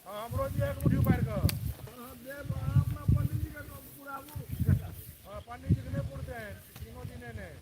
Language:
Maithili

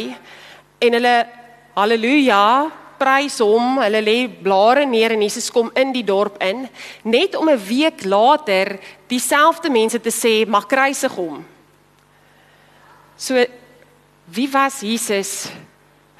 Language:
Afrikaans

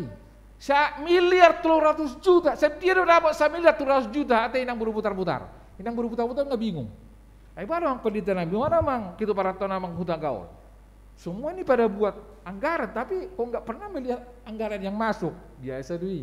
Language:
Batak Toba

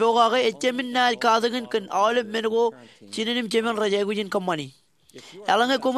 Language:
Marshallese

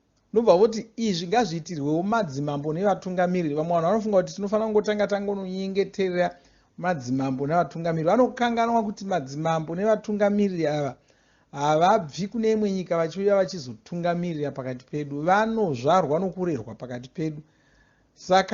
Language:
Shona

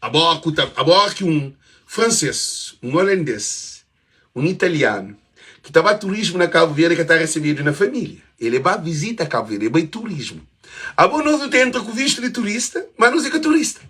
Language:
Kabuverdianu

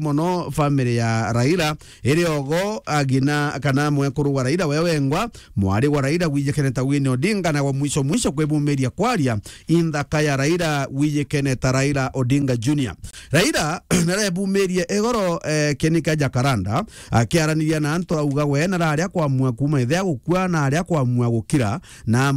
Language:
Meru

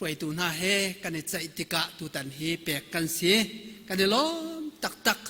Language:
Hakha Chin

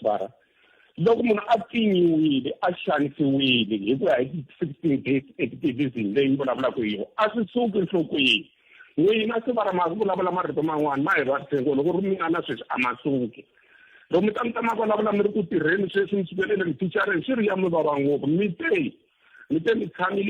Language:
Tsonga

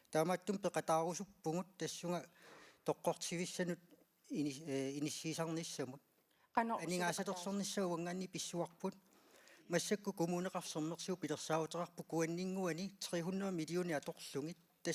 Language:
Kalaallisut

